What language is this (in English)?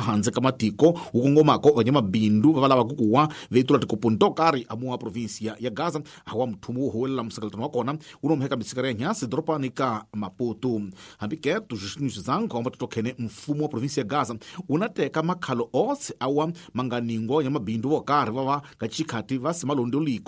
Tsonga